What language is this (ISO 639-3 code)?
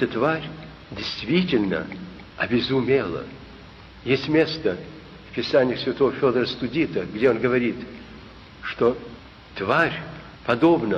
rus